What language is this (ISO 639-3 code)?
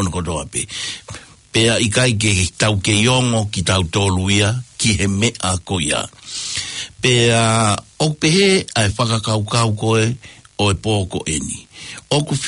ton